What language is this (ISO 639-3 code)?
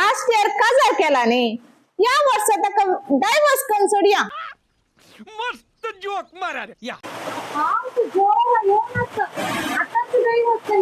kok